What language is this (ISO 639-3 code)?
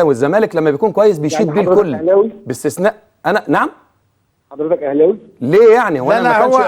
arz